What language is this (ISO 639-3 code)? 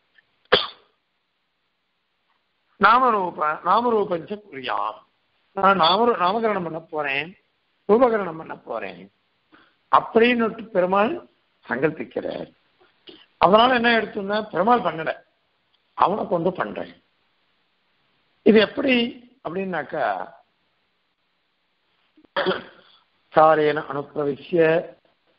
tam